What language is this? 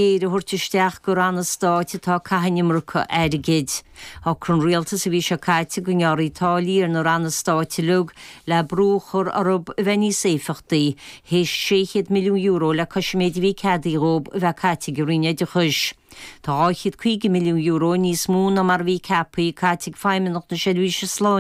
Irish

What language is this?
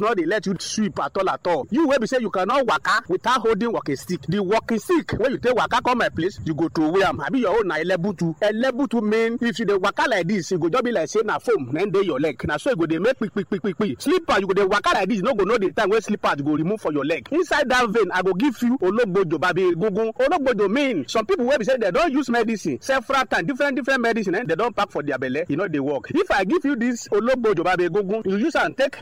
Nigerian Pidgin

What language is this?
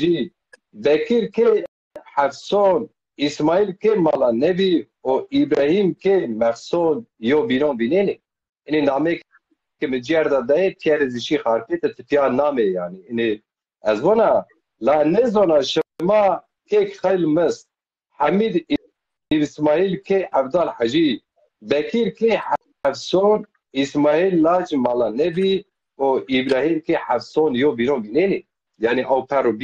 Zaza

